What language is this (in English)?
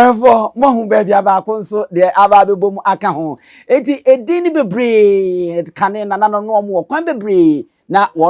Akan